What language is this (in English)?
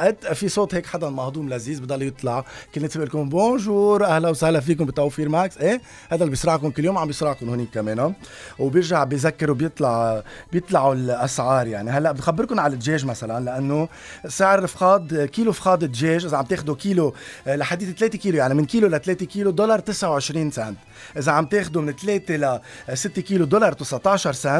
North Levantine Arabic